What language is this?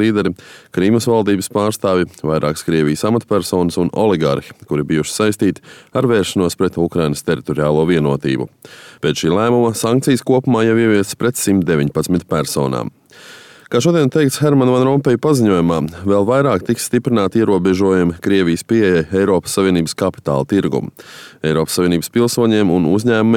Latvian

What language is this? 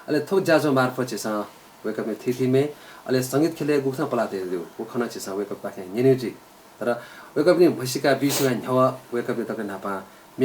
Newari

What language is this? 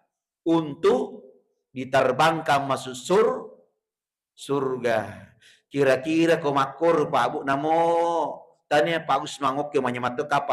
Buginese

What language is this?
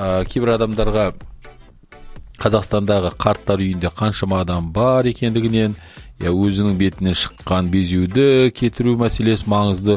Kazakh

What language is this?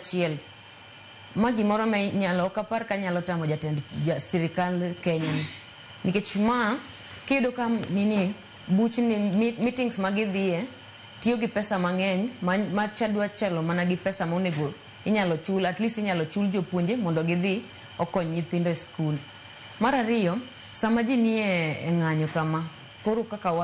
Luo (Kenya and Tanzania)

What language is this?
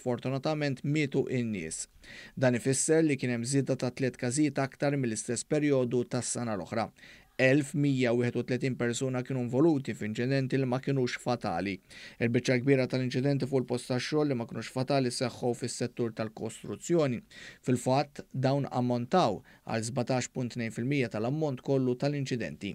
Maltese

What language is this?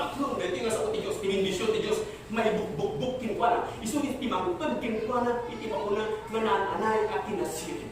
Iloko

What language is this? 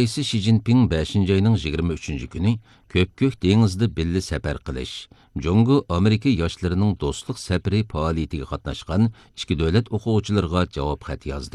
Uyghur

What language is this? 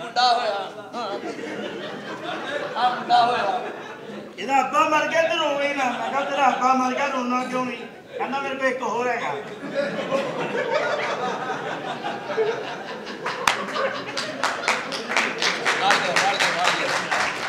Punjabi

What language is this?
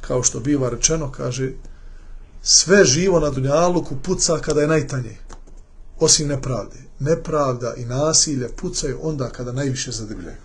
Bosnian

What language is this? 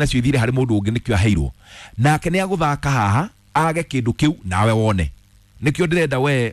Kikuyu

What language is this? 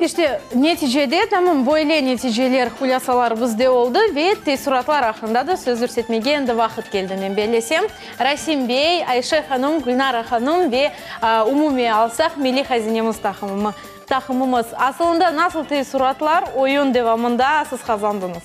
Crimean Tatar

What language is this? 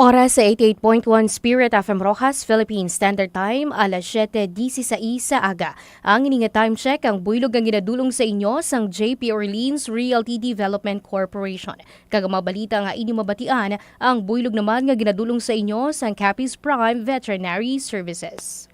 Hiligaynon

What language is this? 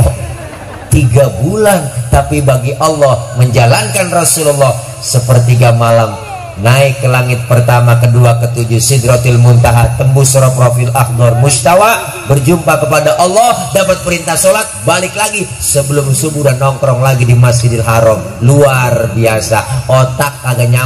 Betawi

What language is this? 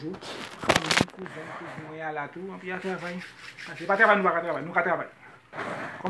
Haitian Creole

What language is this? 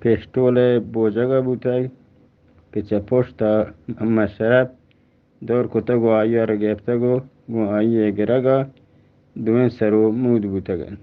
Eastern Balochi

